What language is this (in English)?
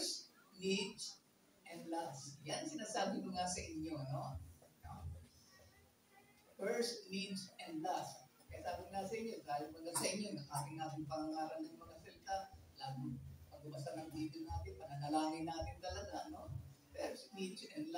Filipino